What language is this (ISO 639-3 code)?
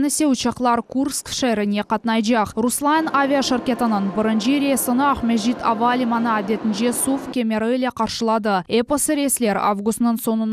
crh